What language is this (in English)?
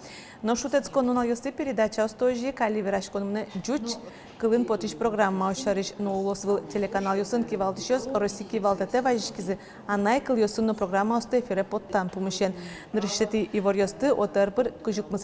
Udmurt